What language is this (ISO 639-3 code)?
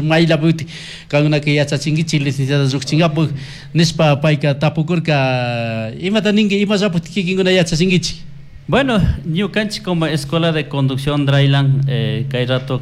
qug